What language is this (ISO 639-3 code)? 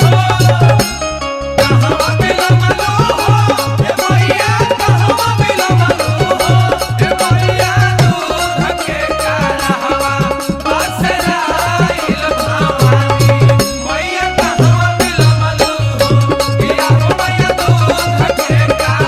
bho